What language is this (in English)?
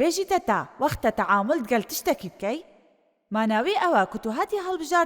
Kurdish